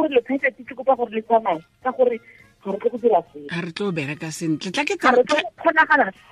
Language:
Tswana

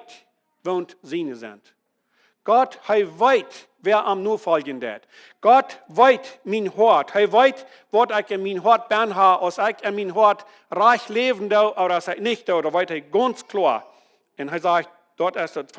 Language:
Plautdietsch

